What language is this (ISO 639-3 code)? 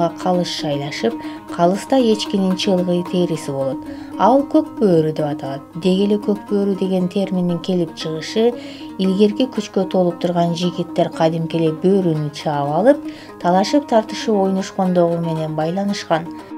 kir